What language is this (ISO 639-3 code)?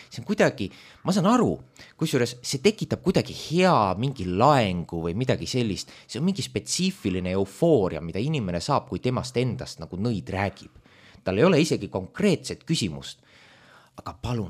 est